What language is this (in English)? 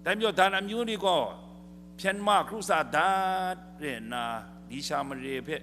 Kachin